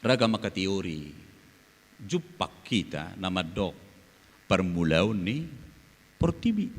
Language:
Batak Toba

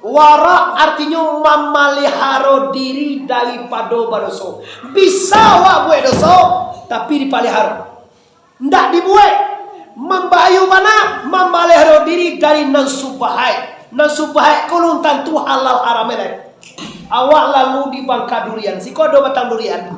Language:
Minangkabau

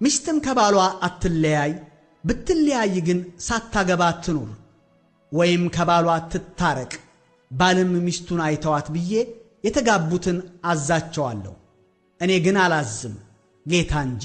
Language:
Amharic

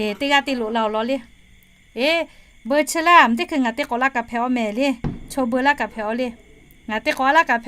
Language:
Lahu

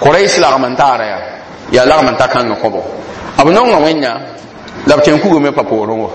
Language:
Mossi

